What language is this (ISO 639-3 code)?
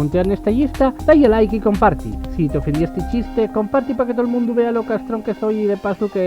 ast